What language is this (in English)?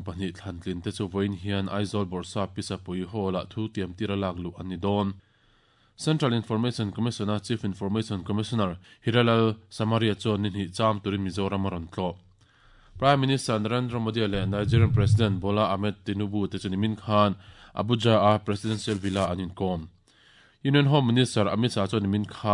Mizo